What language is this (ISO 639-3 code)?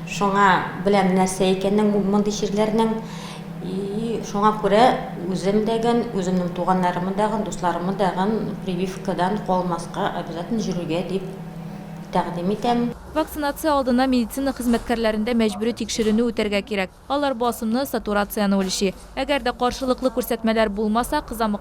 tat